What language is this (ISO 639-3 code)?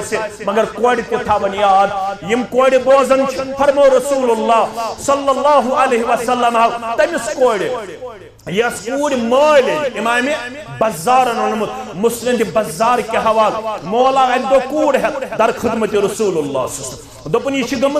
kas